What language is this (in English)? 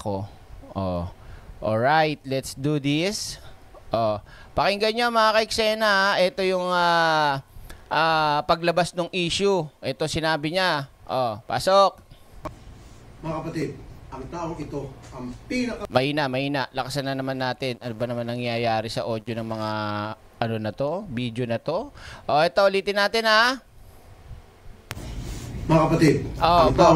Filipino